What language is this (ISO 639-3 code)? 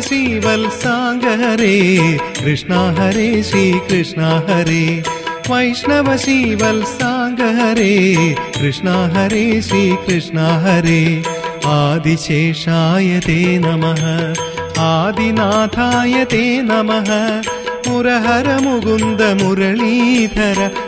mal